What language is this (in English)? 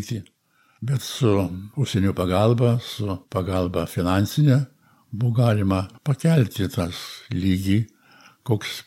Lithuanian